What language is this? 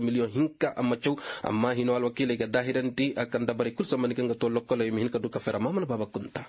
Koyraboro Senni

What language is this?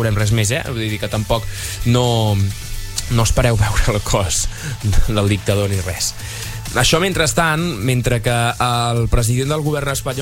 Catalan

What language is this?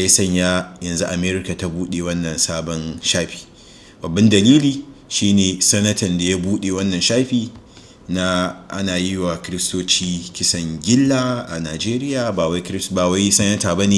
Hausa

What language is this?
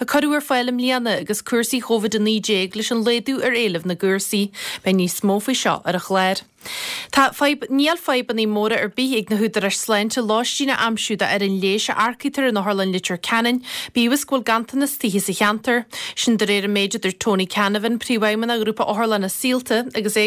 Irish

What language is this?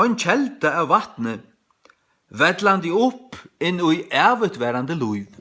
Faroese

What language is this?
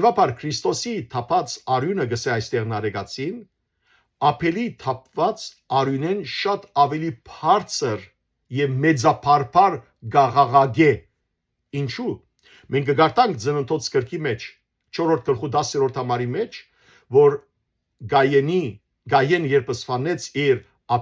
Western Armenian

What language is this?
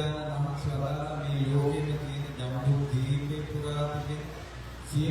Sinhala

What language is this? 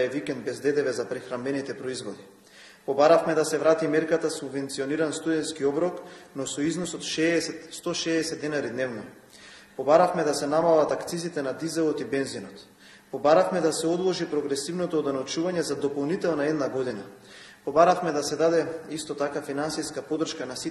Macedonian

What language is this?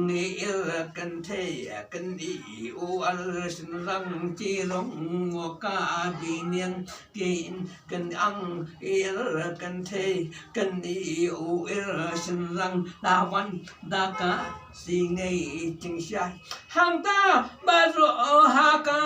Khasi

